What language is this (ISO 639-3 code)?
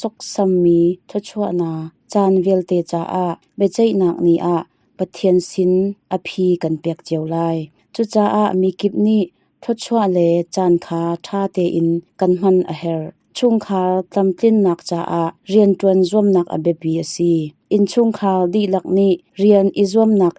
cnh